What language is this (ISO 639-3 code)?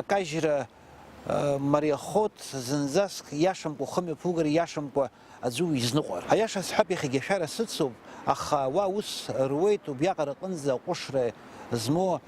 abk